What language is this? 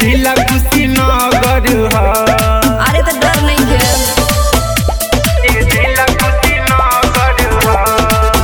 Bhojpuri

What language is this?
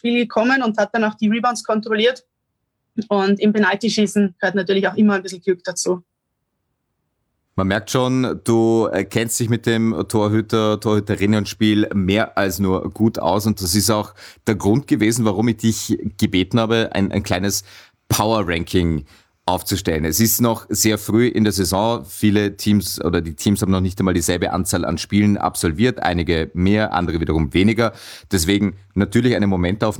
German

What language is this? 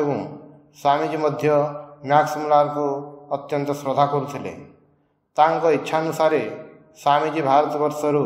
Odia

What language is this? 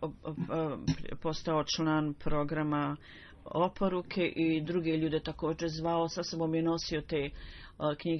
Bosnian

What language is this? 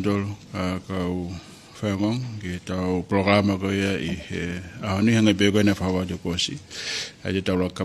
Tongan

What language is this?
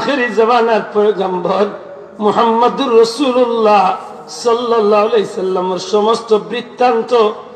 Sylheti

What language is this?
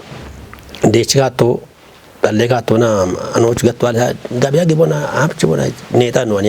Kafa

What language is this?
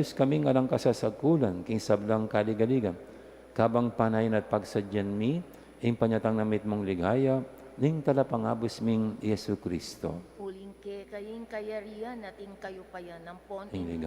Pampanga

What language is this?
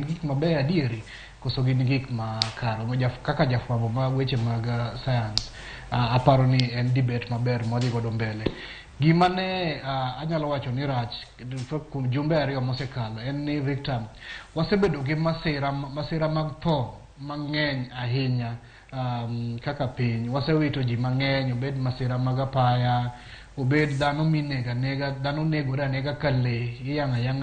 Luo (Kenya and Tanzania)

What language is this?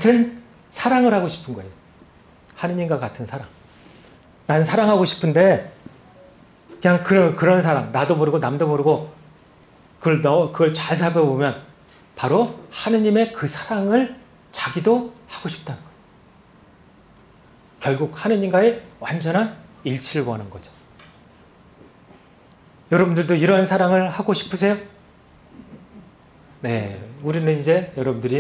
Korean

